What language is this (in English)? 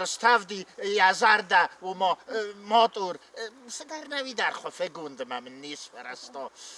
Ossetic